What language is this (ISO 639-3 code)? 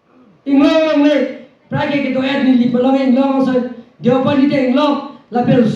mjw